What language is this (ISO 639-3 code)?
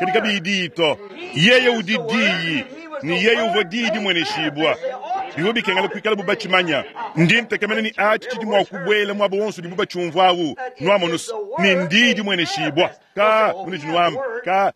lua